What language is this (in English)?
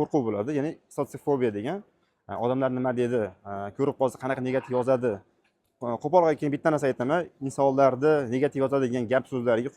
Uzbek